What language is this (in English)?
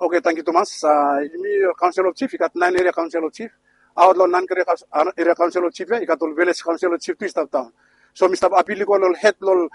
Bislama